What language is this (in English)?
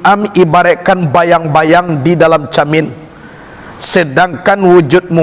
Minangkabau